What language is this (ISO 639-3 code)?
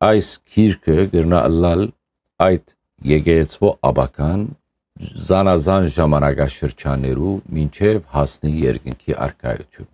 hyw